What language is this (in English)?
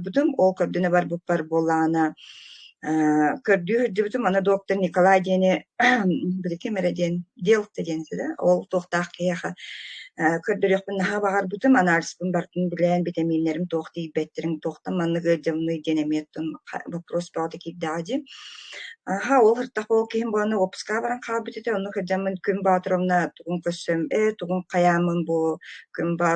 Yakut